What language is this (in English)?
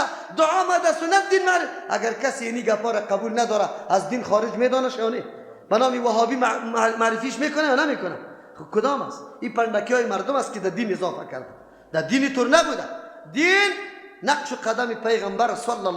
Persian